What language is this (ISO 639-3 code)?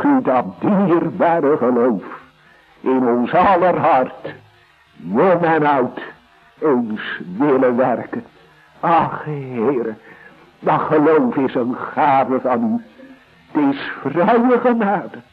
nld